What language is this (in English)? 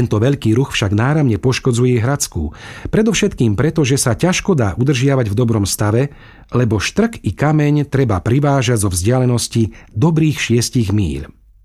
Slovak